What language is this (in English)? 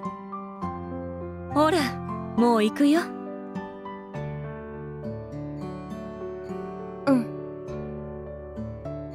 Japanese